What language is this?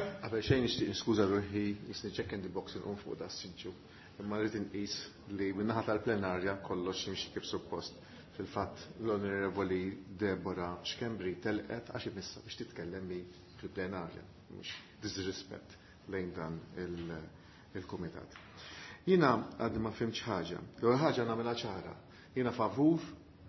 Maltese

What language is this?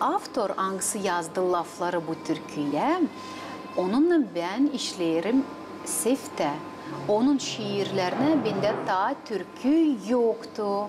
Gagauz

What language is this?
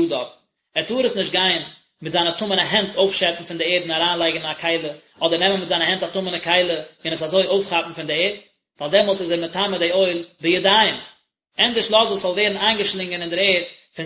Yiddish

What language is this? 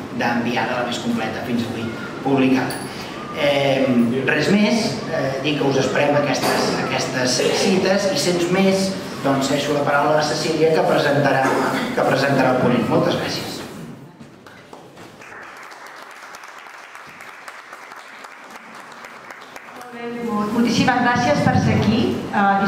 Catalan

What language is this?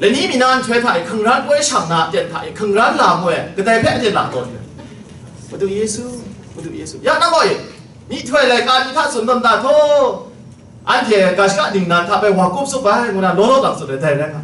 Kachin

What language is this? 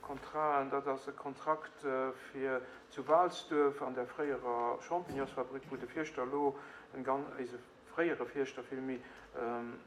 Luxembourgish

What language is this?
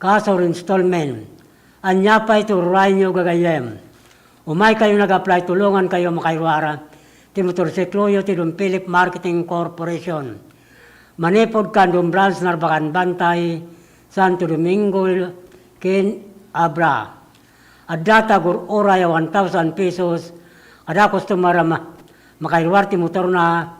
Iloko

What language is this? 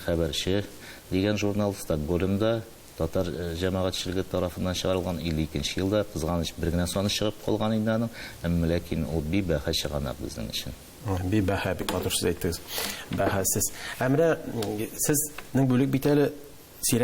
Tatar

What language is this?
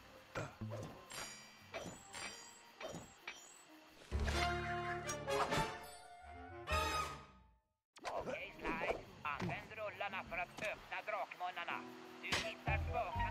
Swedish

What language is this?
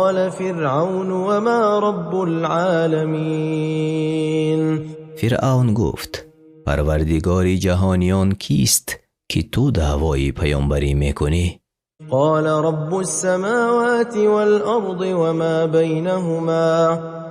Tajik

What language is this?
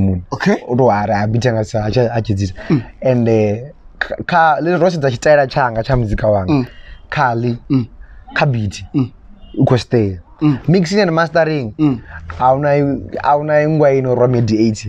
Venda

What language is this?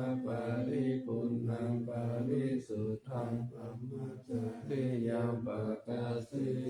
Pali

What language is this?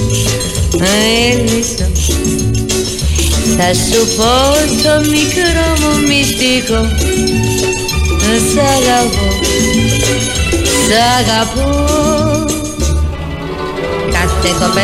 Greek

